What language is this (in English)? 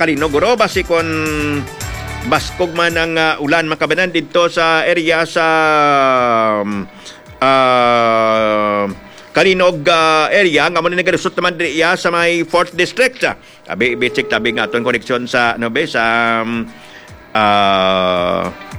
Hiligaynon